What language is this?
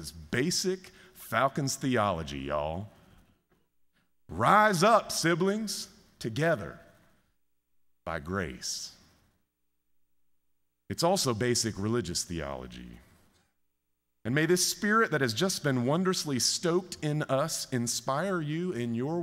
English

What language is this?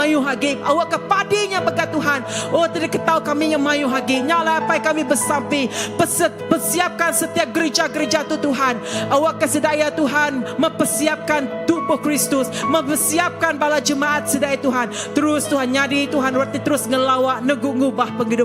Iban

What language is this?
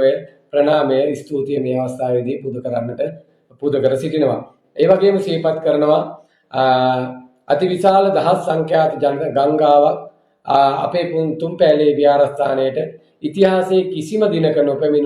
Sinhala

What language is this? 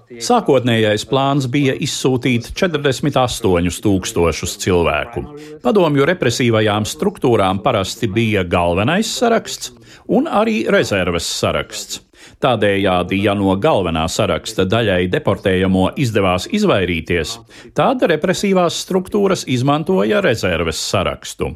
Latvian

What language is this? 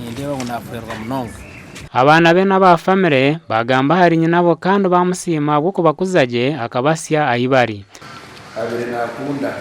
Nyankole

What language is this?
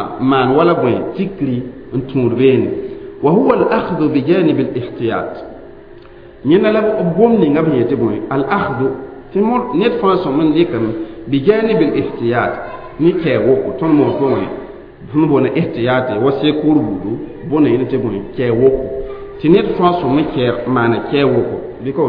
Mossi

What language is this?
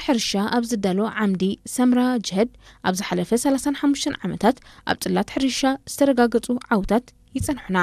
Tigrinya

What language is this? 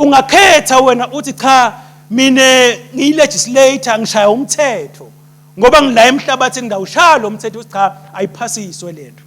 Swati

